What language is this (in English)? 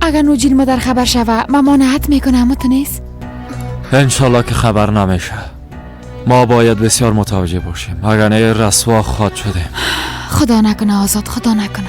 Persian